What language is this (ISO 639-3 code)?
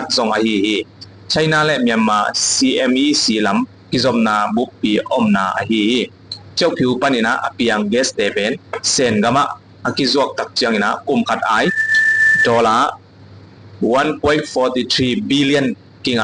ctd